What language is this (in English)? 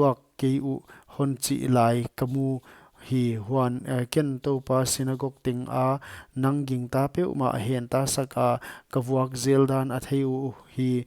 Paite Chin